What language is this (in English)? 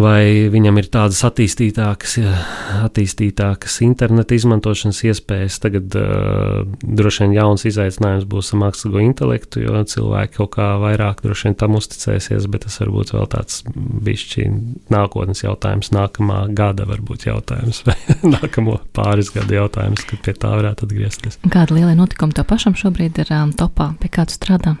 Latvian